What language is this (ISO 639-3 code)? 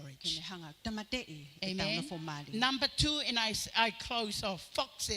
ton